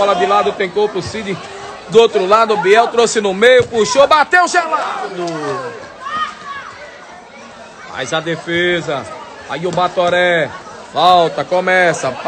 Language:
Portuguese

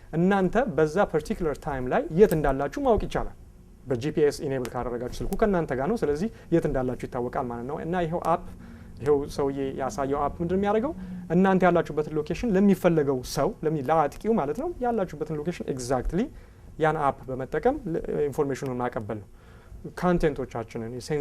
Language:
Amharic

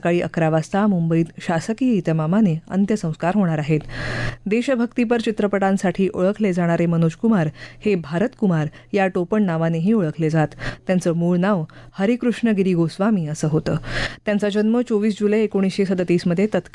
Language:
Marathi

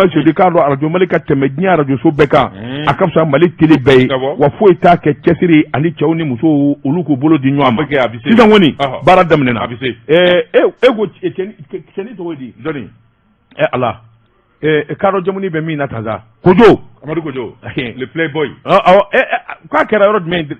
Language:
Bambara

